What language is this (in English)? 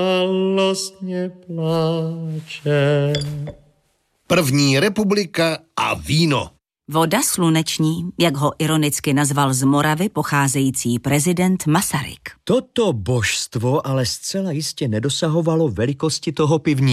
Czech